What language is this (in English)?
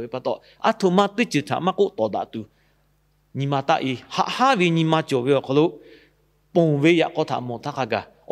Lahu